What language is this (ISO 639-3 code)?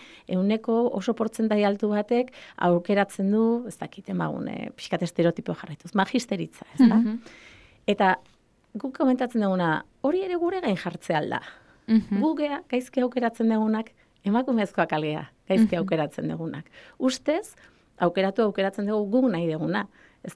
eus